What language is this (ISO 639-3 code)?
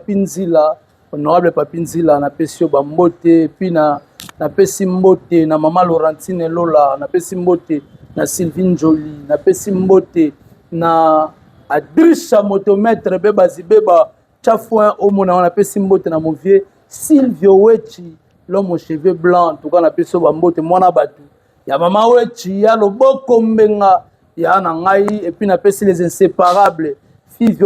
lin